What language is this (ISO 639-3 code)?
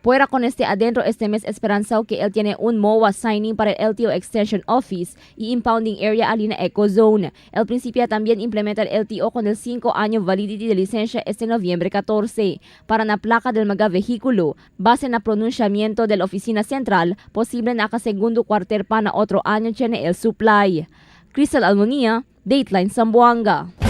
cbk